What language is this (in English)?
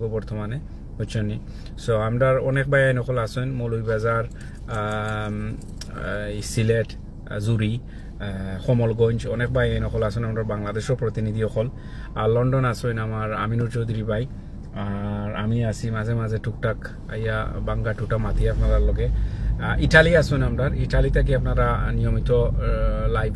Sylheti